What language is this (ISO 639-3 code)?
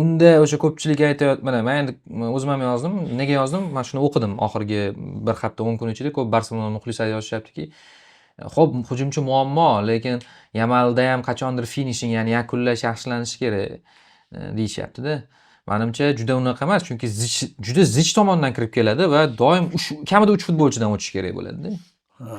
uzb